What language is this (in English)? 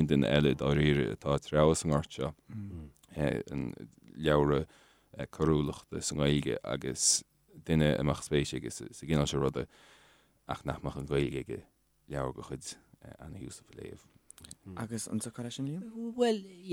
Irish